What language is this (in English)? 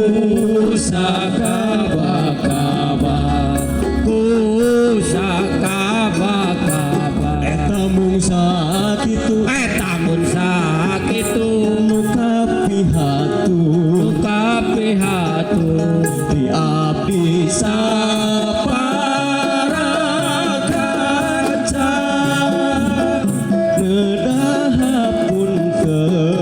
Sundanese